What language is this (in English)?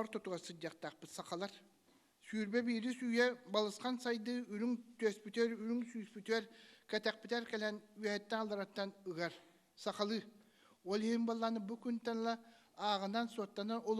Yakut